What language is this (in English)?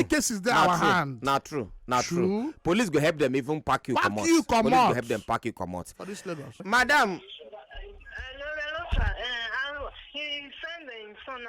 Nigerian Pidgin